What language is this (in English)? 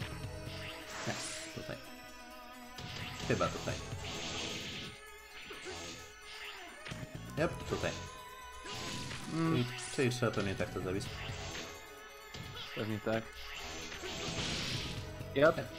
Polish